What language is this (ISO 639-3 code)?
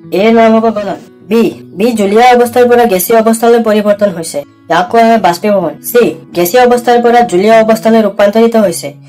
asm